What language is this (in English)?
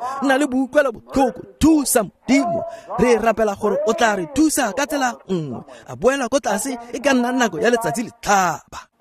Tswana